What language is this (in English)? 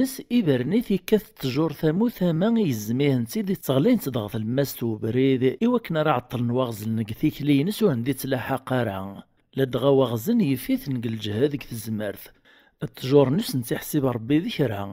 Kabyle